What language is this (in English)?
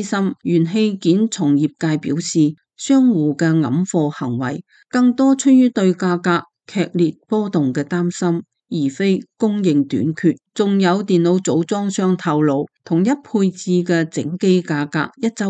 Cantonese